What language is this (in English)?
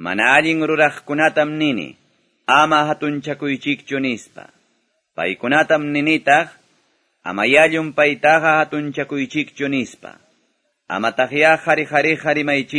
Quechua